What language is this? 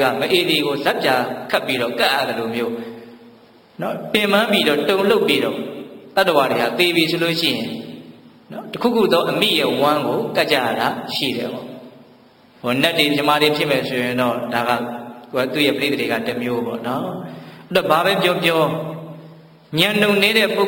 Burmese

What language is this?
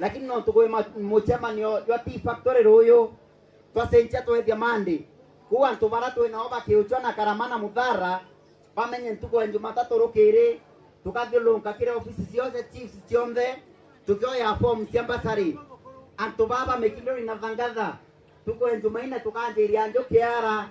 Meru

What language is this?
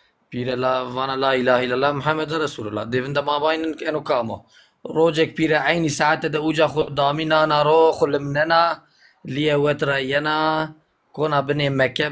Zaza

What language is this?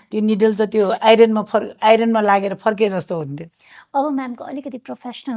Nepali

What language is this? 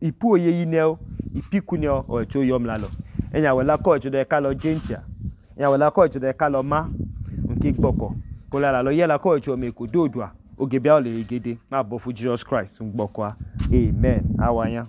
Idoma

